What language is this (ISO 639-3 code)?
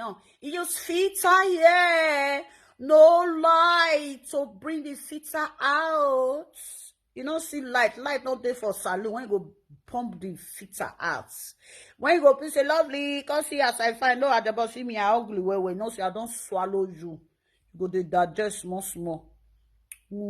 pcm